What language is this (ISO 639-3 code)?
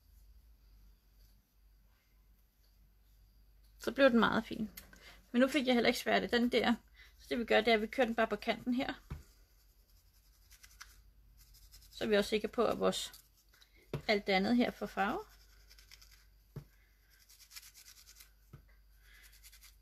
dan